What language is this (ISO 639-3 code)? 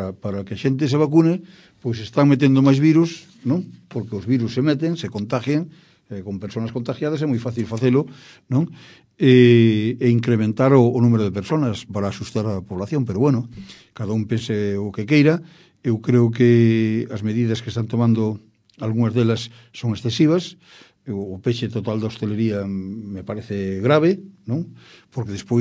glg